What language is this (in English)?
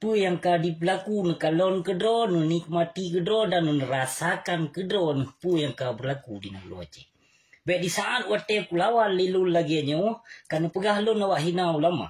Achinese